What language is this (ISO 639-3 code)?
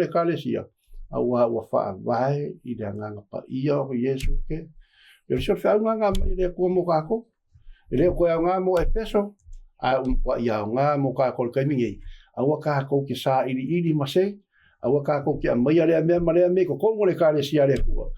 smo